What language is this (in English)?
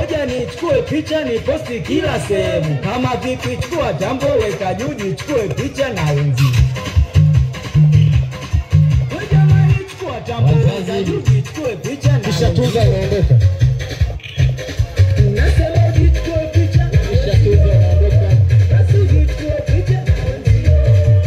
Swahili